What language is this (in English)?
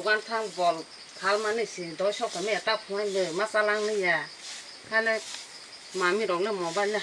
Kok Borok